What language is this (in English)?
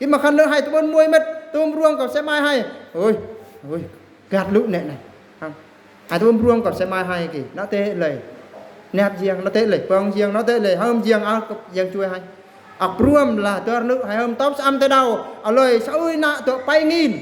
Eastern Bru